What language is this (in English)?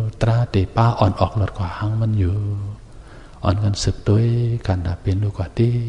Shan